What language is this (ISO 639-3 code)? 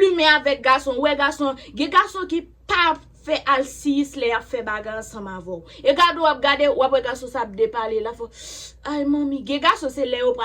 hat